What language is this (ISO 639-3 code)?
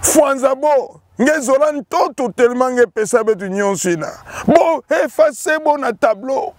ktu